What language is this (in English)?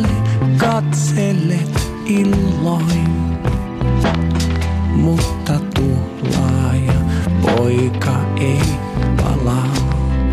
Finnish